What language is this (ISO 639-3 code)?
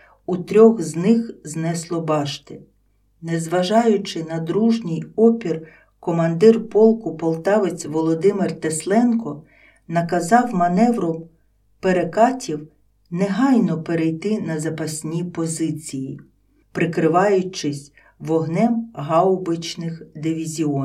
ukr